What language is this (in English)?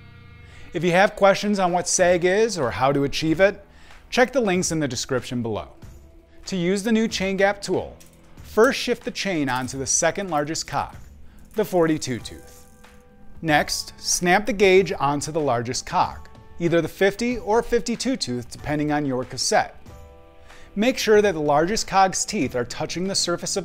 English